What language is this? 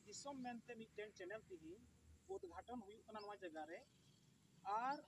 Santali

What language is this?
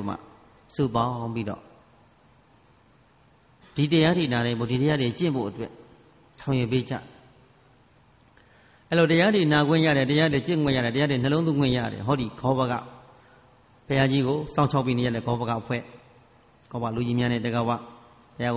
Burmese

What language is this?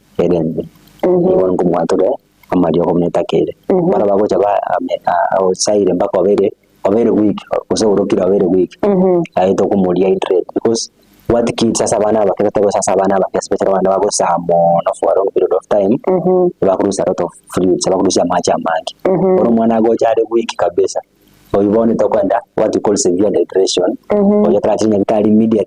Gusii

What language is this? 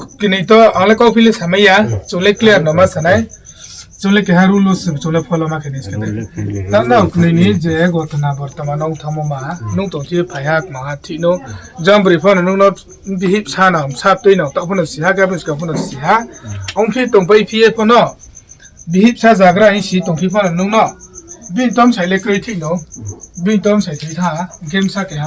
Riang (India)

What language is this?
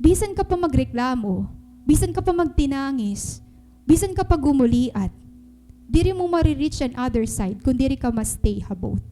Waray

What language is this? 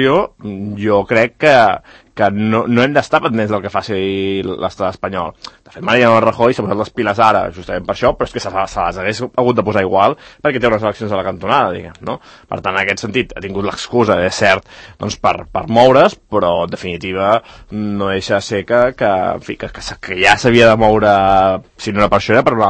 Catalan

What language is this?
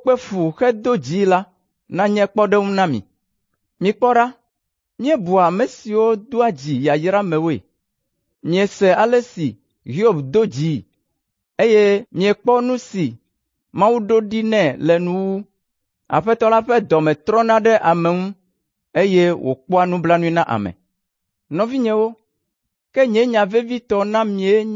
Ewe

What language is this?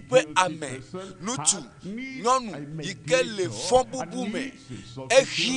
Ewe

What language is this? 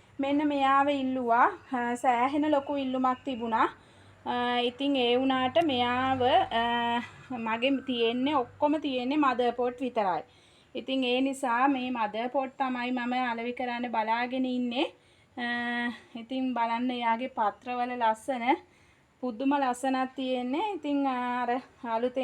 Sinhala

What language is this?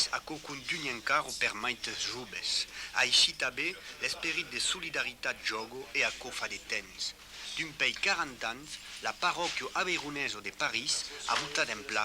Occitan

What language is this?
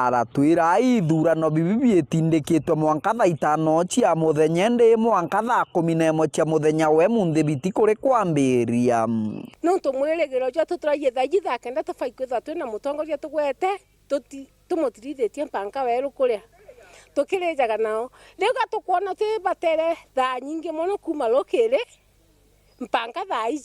Meru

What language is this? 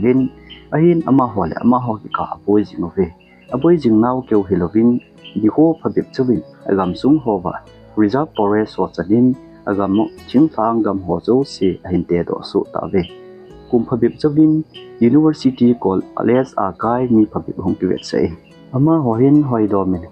Thado Chin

